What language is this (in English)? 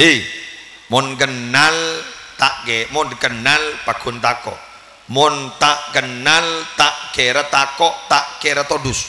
Madurese